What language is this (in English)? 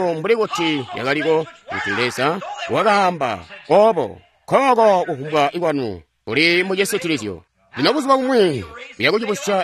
Tonga (Zambia)